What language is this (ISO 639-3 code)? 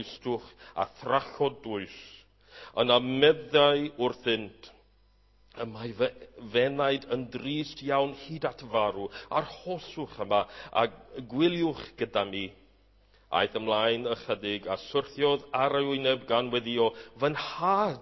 cym